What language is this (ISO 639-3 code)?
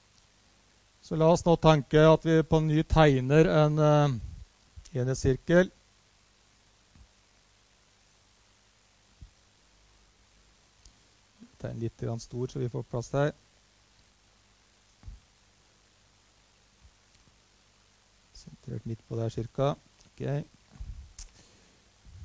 nor